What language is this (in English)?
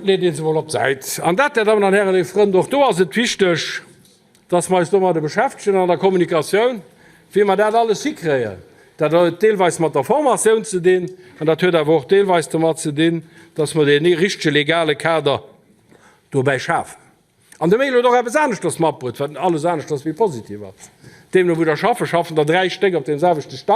Luxembourgish